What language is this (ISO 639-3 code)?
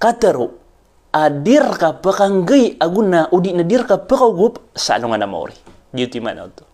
mrw